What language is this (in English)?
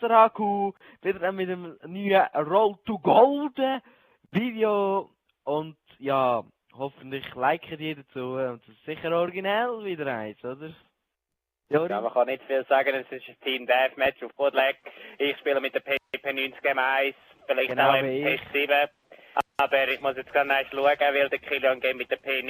Swiss German